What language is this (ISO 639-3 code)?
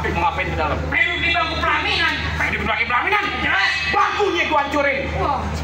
bew